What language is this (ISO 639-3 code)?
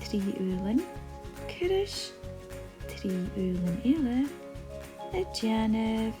gla